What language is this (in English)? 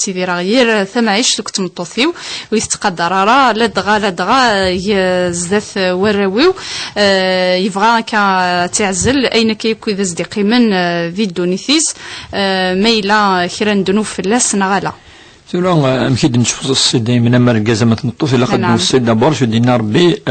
Kabyle